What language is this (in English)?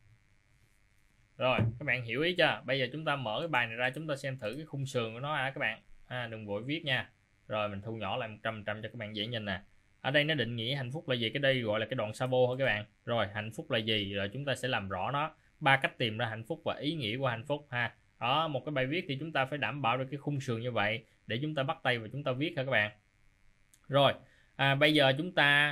Vietnamese